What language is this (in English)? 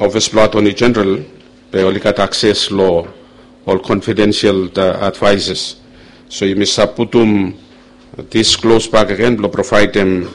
Bislama